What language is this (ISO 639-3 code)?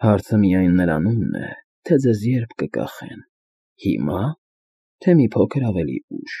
hye